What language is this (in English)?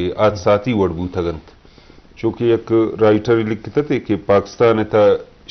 Eastern Balochi